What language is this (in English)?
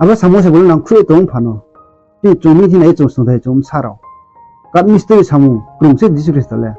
Riang (India)